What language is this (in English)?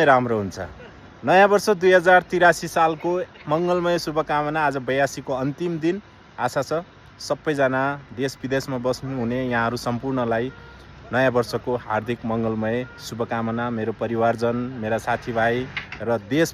Nepali